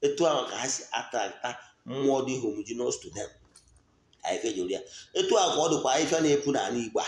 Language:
Igbo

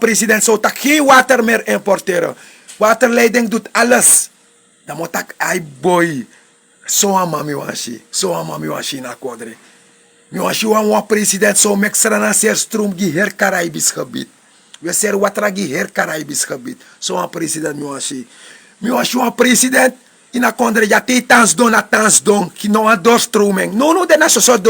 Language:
Sranan Tongo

